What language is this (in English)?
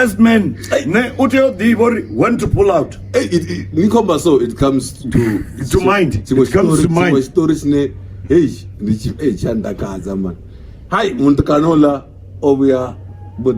Venda